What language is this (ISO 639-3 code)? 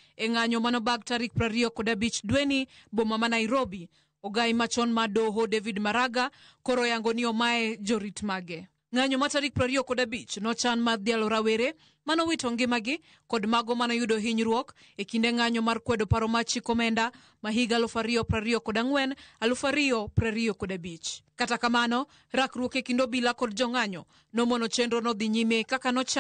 luo